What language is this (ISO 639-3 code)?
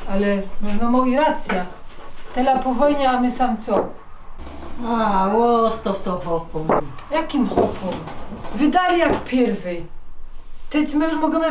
szl